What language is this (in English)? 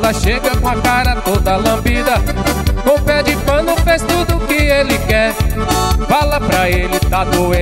Portuguese